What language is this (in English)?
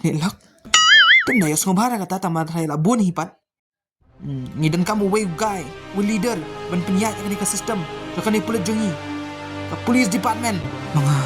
Khasi